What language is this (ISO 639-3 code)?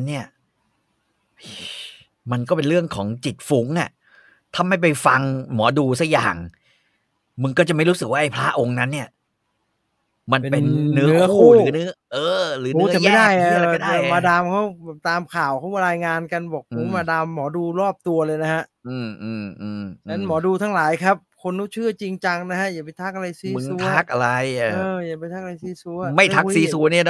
tha